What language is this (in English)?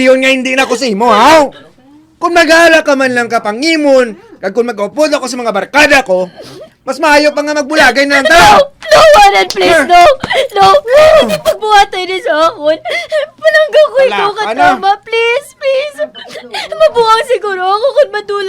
Hiligaynon